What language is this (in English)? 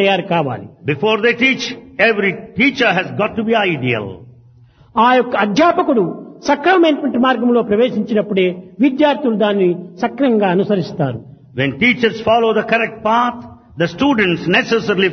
Telugu